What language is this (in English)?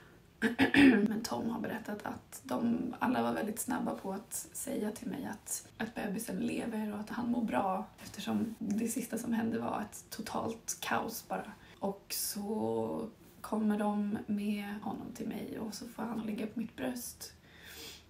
Swedish